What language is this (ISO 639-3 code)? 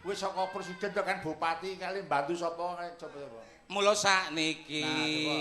jav